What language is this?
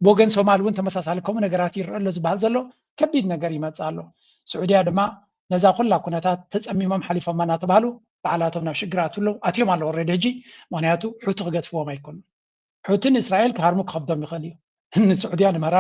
Tigrinya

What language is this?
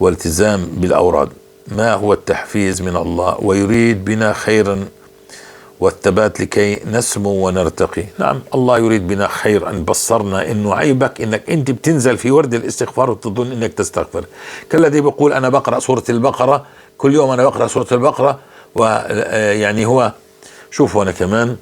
North Levantine Arabic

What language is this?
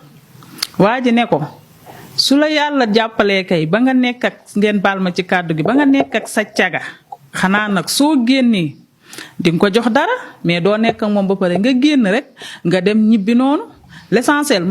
Wolof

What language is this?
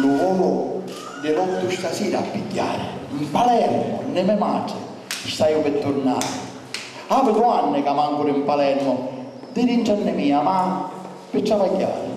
Sicilian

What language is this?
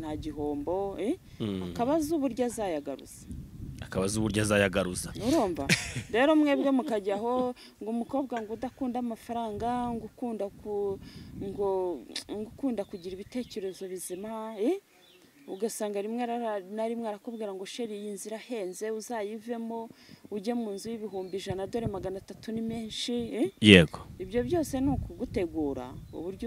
Kinyarwanda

